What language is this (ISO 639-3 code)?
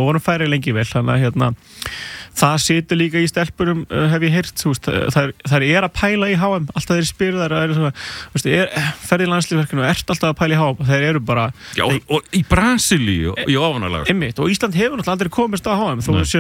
isl